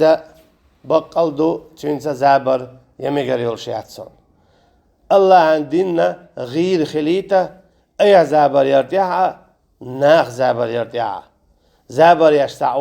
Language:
Chechen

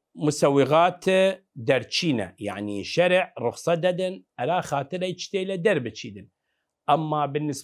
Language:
Southern Kurdish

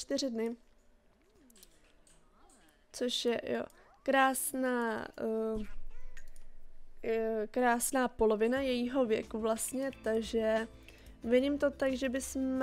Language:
Czech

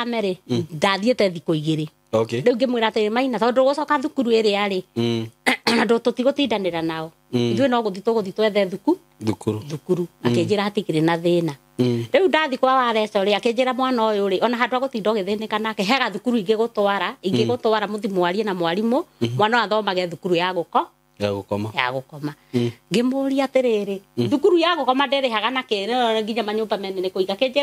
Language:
Kikuyu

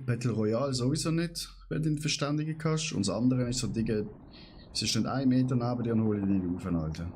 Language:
Swiss German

